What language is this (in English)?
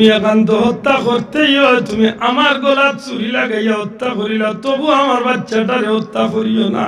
Sylheti